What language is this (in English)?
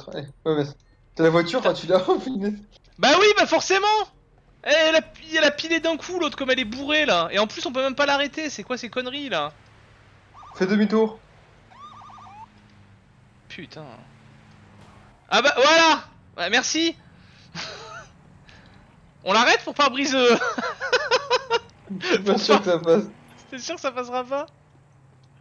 French